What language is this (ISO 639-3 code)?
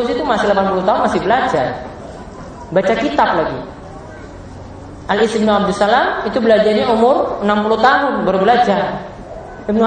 ind